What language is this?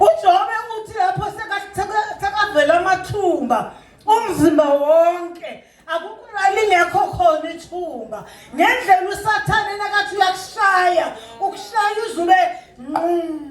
Zulu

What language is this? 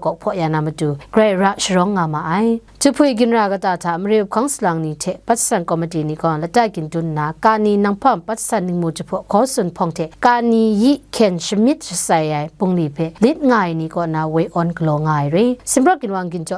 Kachin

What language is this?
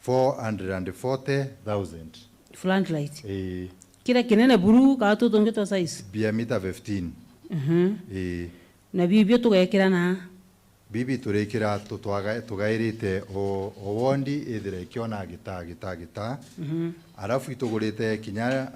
Meru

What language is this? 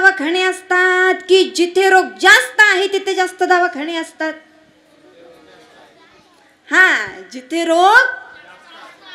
Marathi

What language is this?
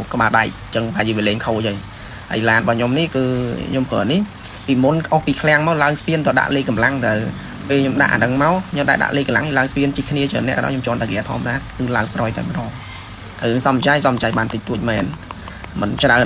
Khmer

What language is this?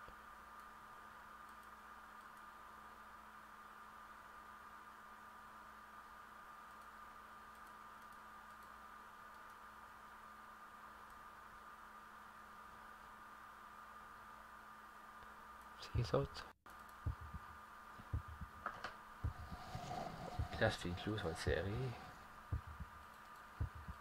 French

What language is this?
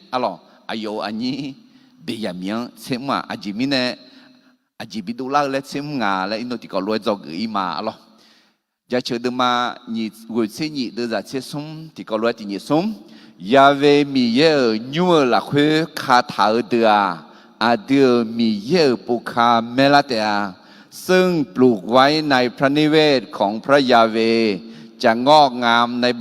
Akha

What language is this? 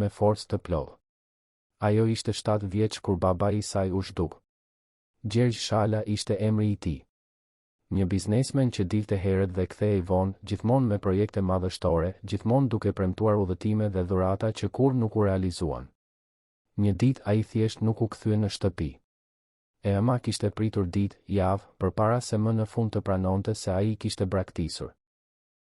Albanian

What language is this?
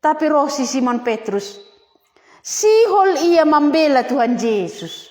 Batak Simalungun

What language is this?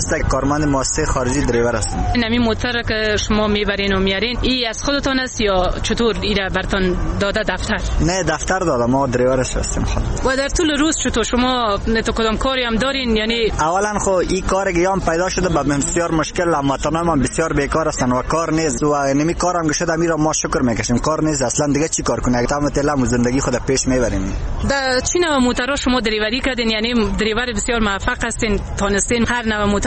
Persian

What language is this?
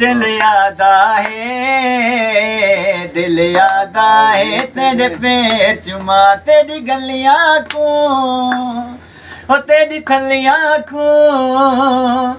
Saraiki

